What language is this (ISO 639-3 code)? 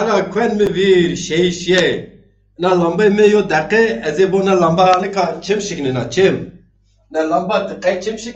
zza